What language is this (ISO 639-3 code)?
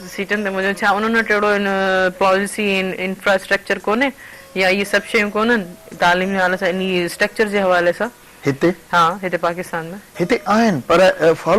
snd